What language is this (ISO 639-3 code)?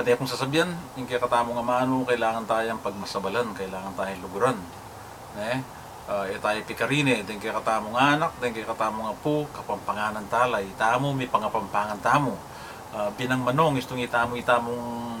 pam